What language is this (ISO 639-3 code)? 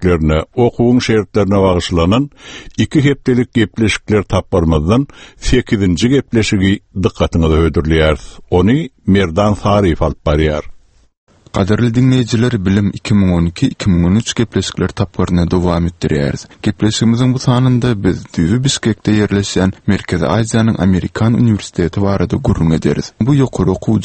tuk